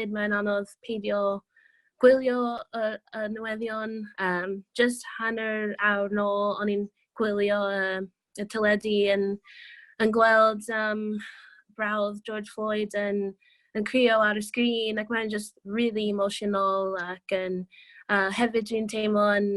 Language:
Welsh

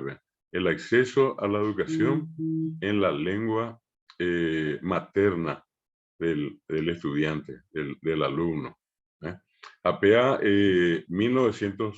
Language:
Guarani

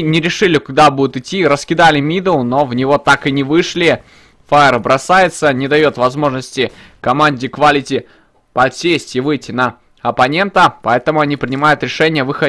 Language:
Russian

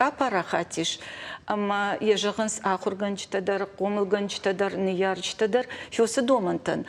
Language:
Ossetic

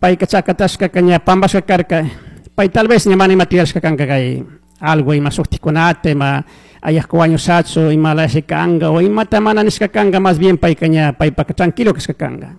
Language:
Chimborazo Highland Quichua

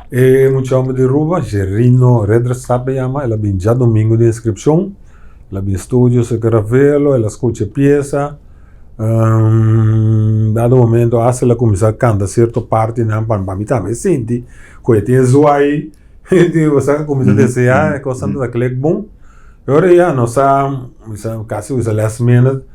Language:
Papiamento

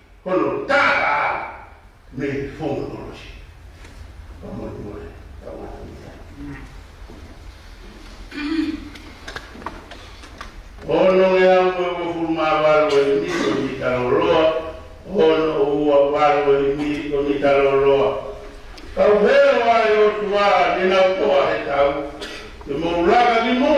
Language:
Tongan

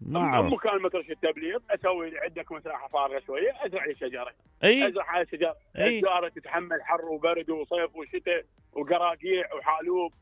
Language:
Mesopotamian Arabic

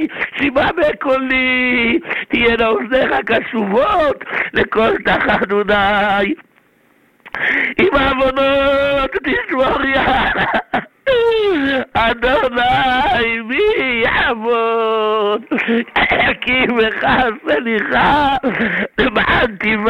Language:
Hebrew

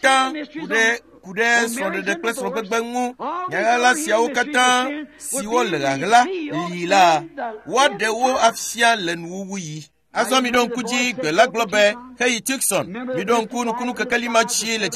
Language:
Ewe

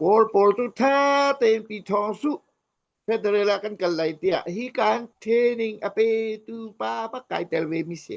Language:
Hakha Chin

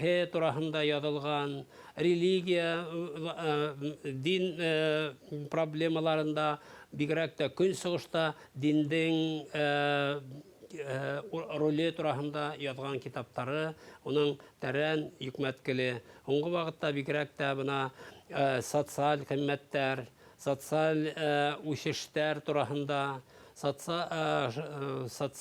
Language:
Bashkir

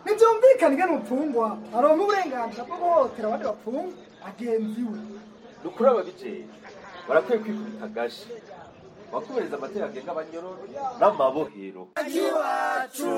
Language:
Rundi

